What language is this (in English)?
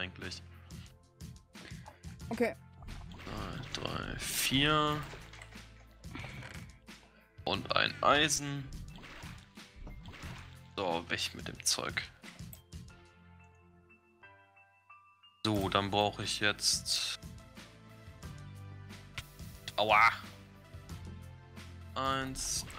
German